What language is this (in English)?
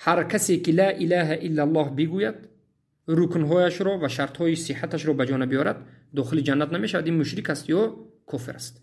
Tajik